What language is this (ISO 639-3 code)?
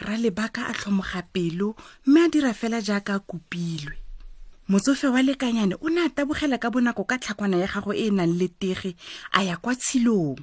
tsn